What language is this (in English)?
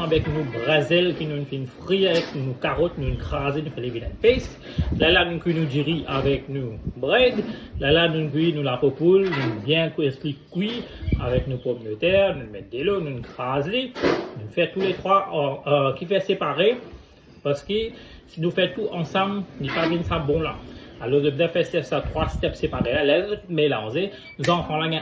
Morisyen